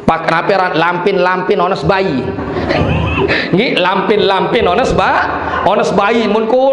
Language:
Sasak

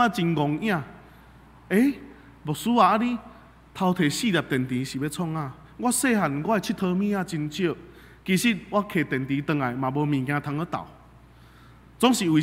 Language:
Min Nan Chinese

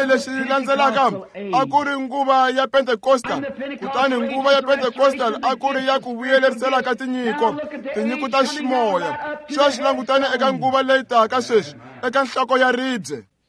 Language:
Tsonga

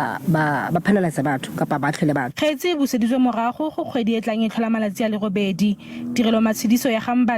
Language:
Tswana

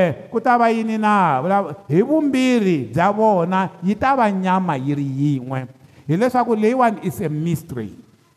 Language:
Tsonga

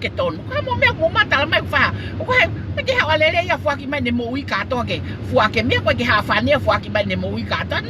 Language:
Tongan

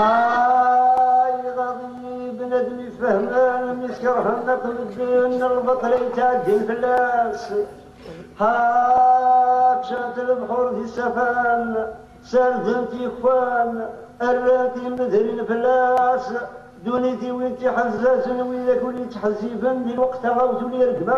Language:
Kabyle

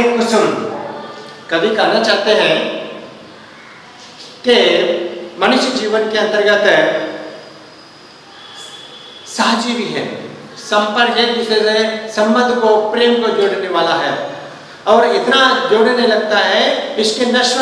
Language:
Hindi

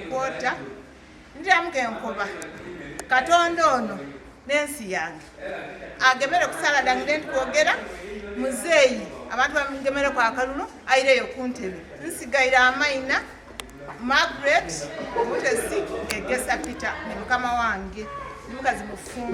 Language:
Soga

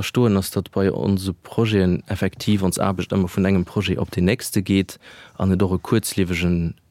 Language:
Luxembourgish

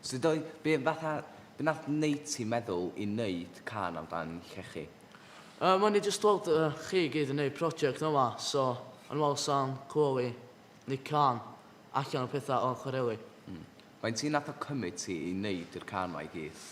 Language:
Welsh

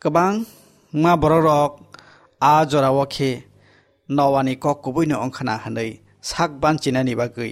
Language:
Kok Borok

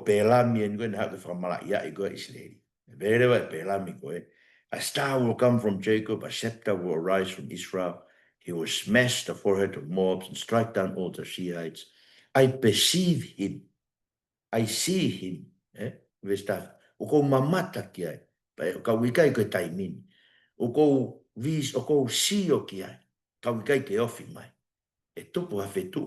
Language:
Tongan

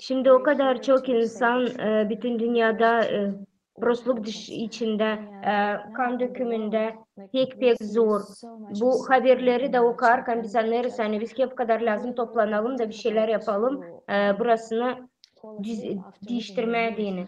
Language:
Gagauz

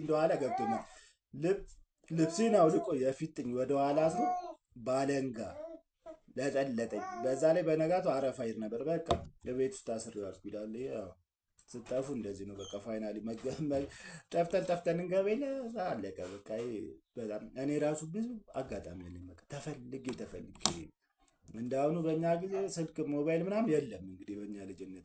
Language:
Amharic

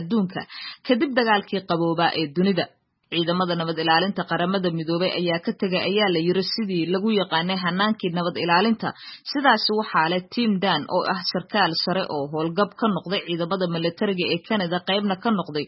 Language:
Somali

